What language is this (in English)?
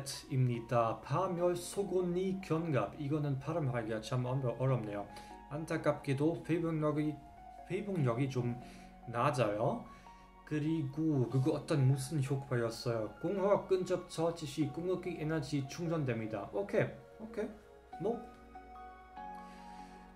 Korean